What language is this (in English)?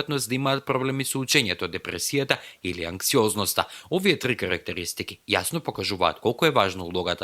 Macedonian